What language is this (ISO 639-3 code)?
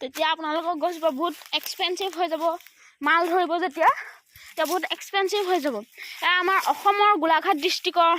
asm